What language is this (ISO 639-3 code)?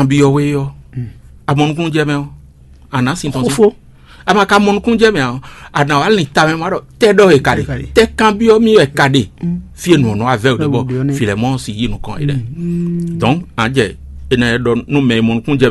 fon